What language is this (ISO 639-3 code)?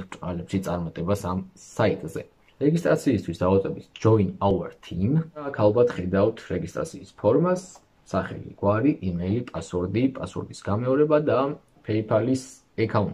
kat